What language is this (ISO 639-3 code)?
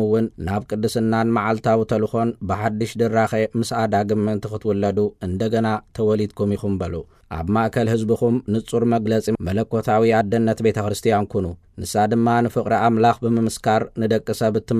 tir